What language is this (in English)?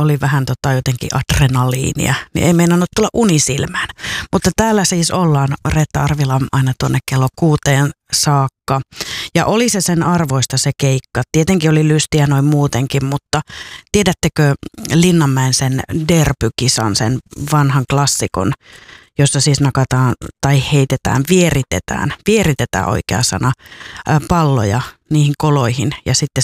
Finnish